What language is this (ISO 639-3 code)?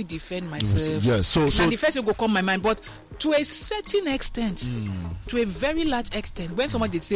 pcm